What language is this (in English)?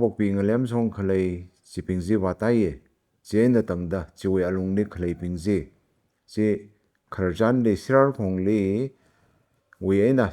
Tangkhul Naga (India)